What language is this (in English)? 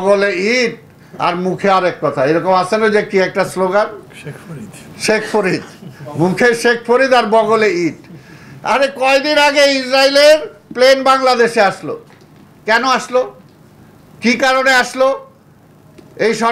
Bangla